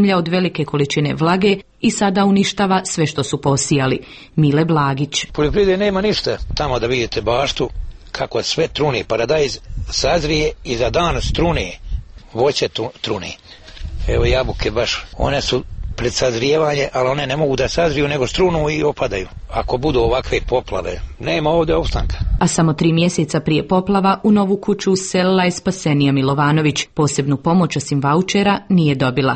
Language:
Serbian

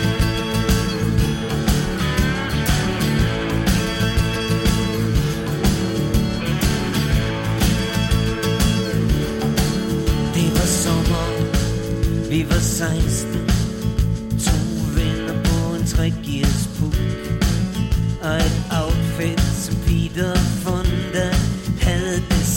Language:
Danish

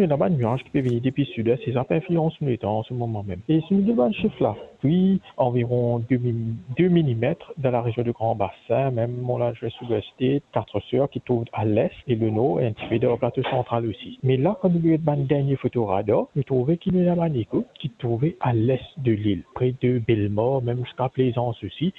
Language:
Morisyen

